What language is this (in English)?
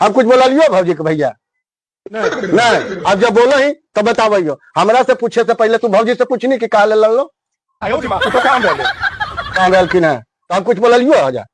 Magahi